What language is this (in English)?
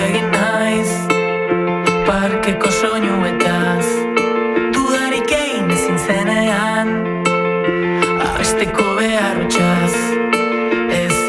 Basque